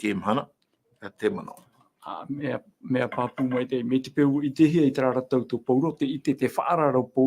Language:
Tahitian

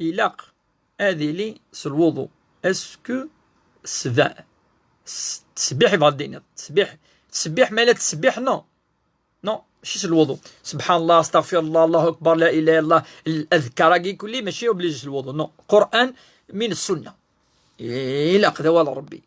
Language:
Kabyle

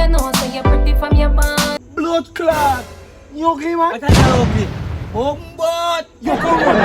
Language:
Jamaican Creole English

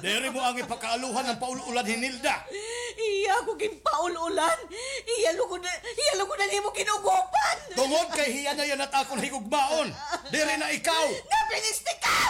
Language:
Waray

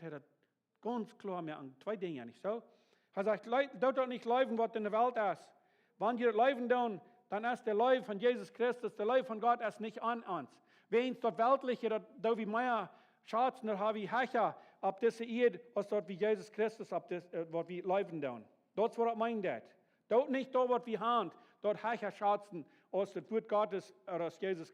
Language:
Plautdietsch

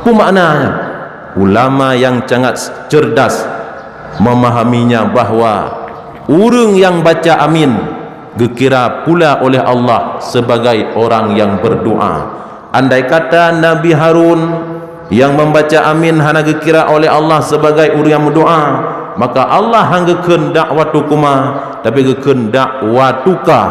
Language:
Achinese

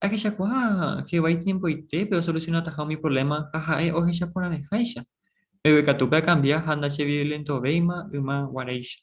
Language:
Guarani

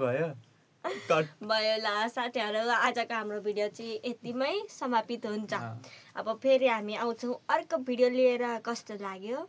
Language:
Nepali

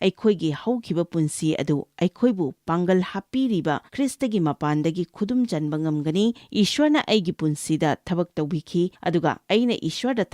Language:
Manipuri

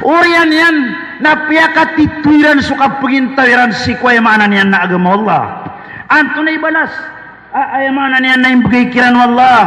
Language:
Maranao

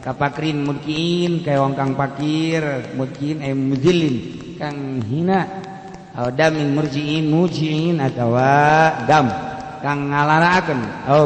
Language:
Sundanese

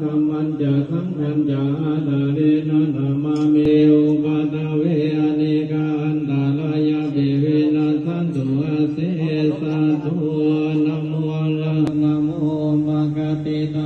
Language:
Pali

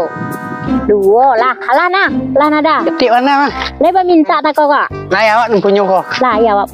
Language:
Minangkabau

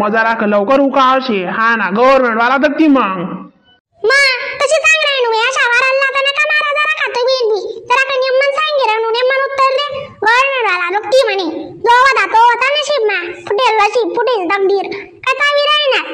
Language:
Khandesi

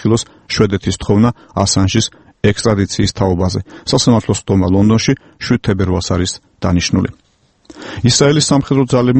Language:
Georgian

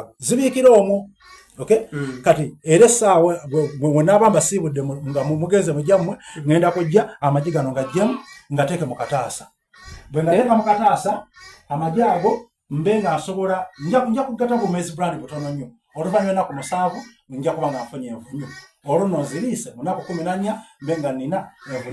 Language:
Soga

